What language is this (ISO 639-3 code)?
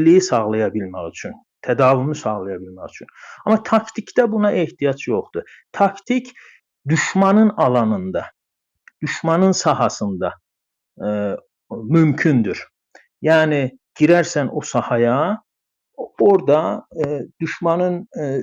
azb